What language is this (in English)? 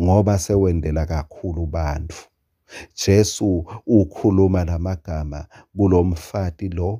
Swati